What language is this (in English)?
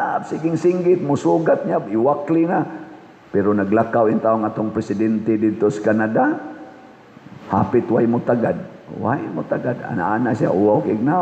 Cebuano